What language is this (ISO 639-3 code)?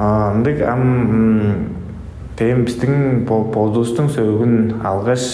tyv